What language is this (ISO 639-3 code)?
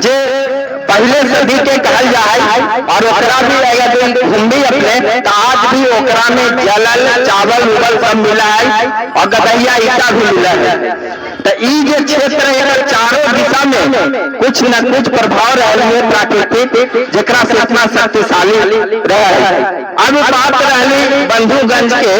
mag